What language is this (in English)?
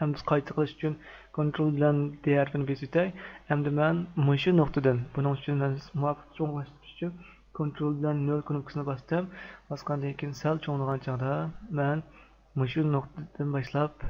Uyghur